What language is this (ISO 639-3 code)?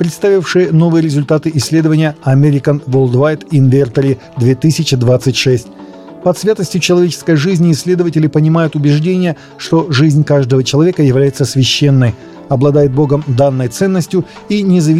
rus